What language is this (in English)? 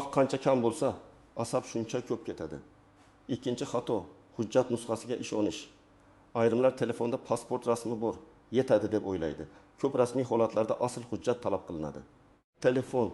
Uzbek